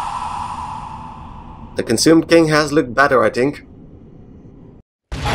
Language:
English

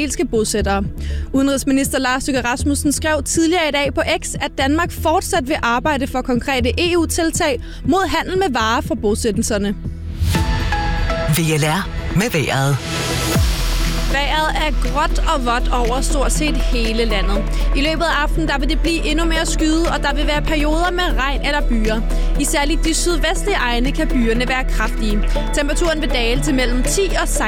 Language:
Danish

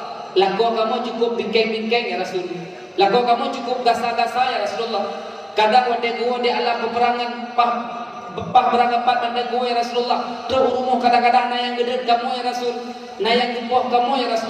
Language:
Achinese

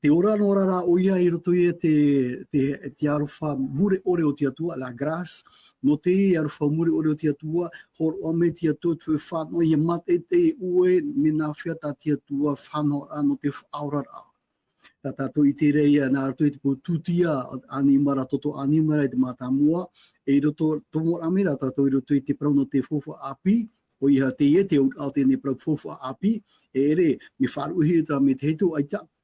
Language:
Tahitian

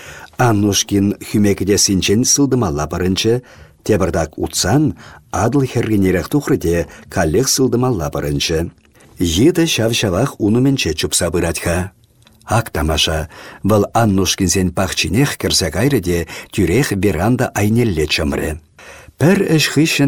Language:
Chuvash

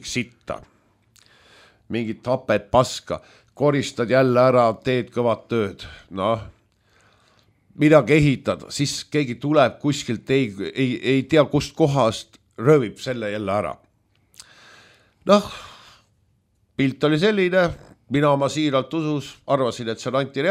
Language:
Estonian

